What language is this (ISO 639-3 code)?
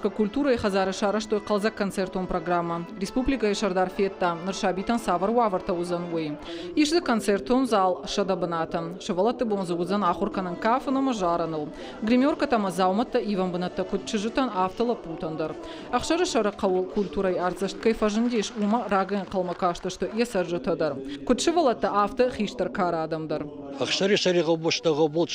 oss